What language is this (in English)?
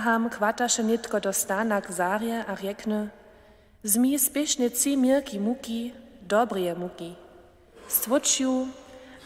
Upper Sorbian